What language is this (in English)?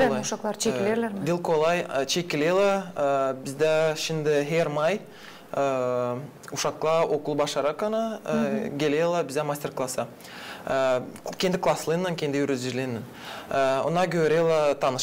Gagauz